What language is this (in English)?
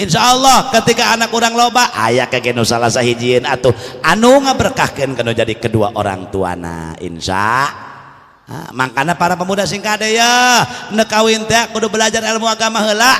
Sundanese